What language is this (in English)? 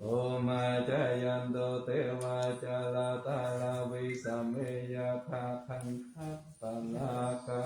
Pali